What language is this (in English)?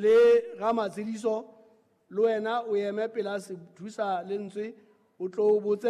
Southern Sotho